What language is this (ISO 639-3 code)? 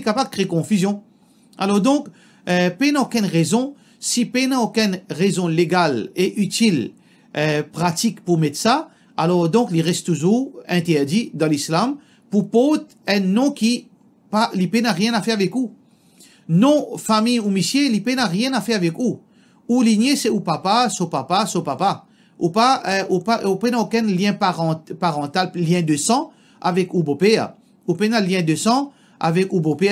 mfe